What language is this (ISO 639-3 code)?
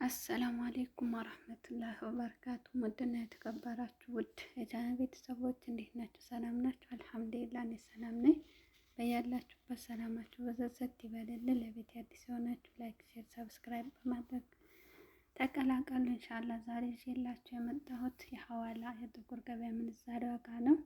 amh